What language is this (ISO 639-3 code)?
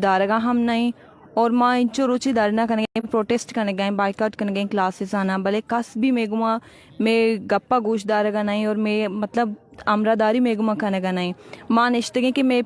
bal